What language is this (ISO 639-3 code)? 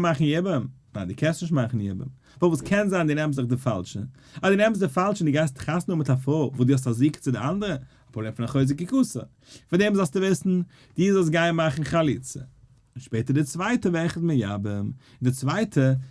yid